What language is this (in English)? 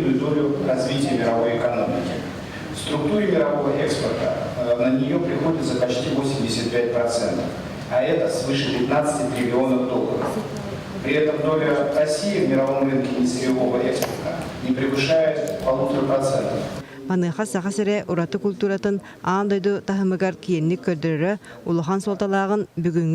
Yakut